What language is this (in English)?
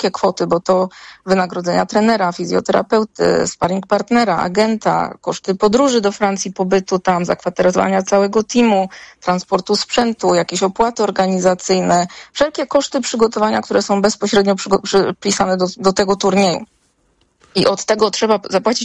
Polish